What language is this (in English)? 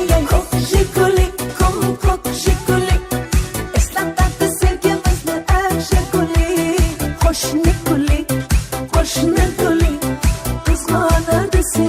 Kara-Kalpak